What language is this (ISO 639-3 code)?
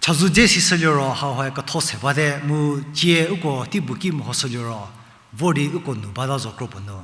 njm